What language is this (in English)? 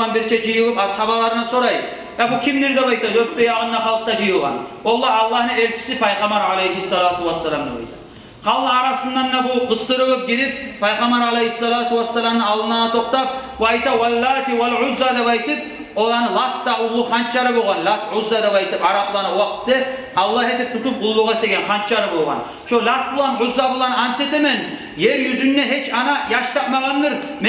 Kumyk